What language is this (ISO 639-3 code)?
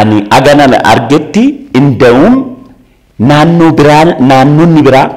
orm